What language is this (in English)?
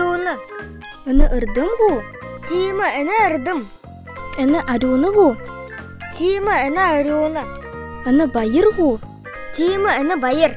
Buriat